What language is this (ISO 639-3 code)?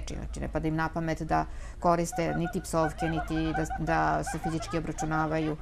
srp